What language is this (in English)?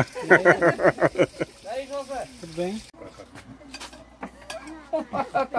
Portuguese